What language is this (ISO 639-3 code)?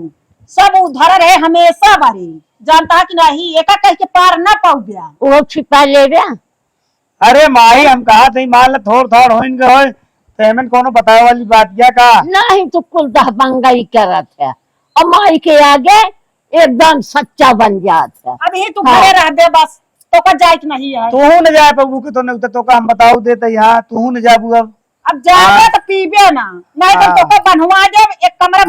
awa